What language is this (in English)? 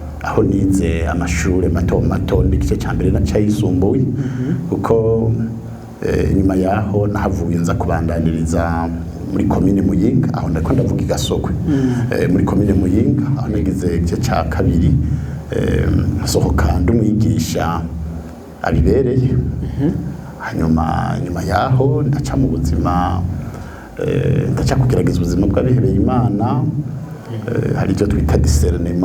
Rundi